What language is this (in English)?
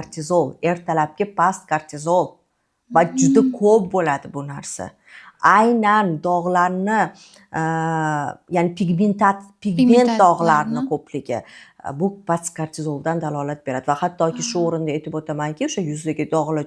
Uzbek